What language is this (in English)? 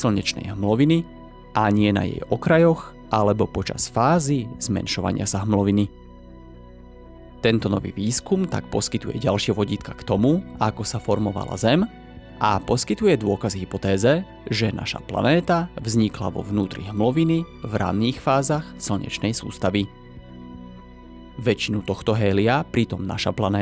Slovak